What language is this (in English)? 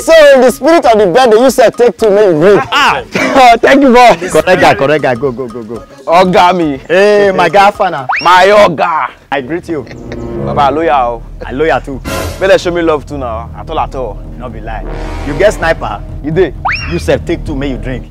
Nigerian Pidgin